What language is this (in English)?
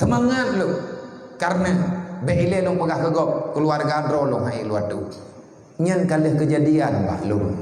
Achinese